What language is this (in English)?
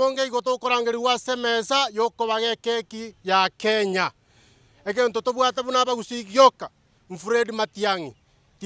Gusii